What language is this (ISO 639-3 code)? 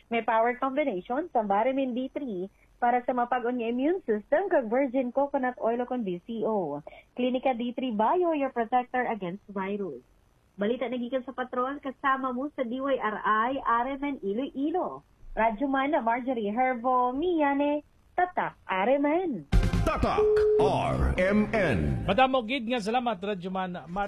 hil